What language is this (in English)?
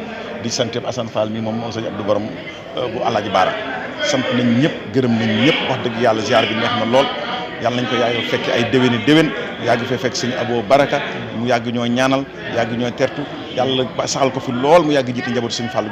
Wolof